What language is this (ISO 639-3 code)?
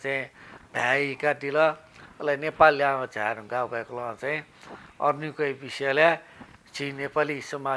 new